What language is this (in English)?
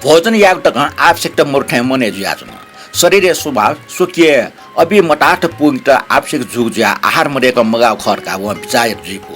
Newari